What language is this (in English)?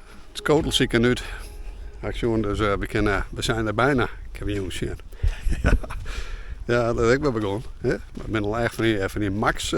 Western Frisian